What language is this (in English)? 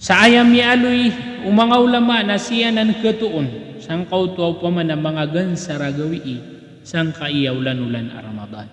Maranao